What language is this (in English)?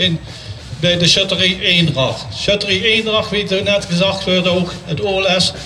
Limburgish